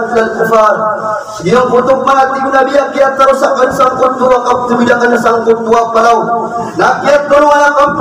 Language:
Maranao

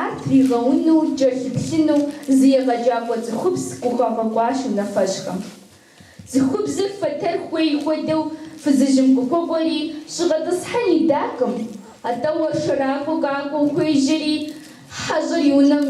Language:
Kabardian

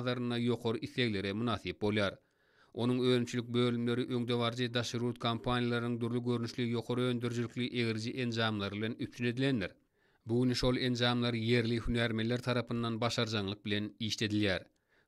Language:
Turkmen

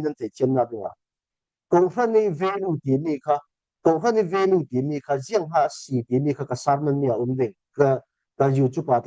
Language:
Falam Chin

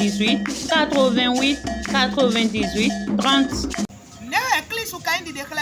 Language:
Fon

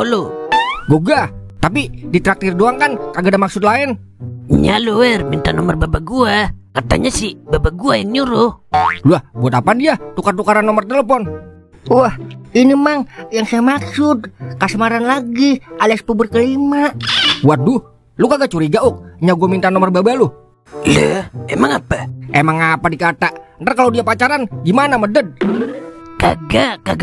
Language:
Betawi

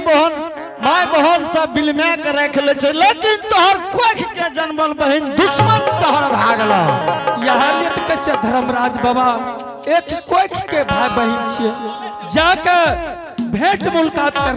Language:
Angika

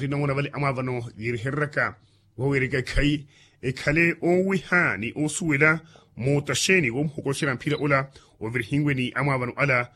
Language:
Makhuwa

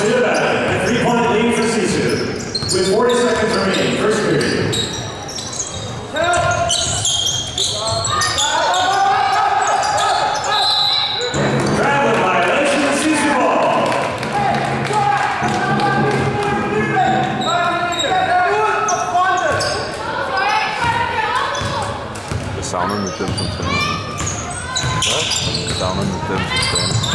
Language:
Danish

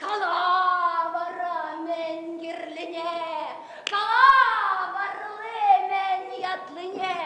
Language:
Chuvash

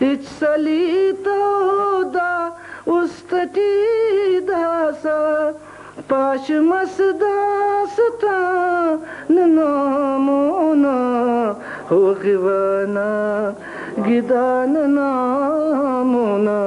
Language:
Brahui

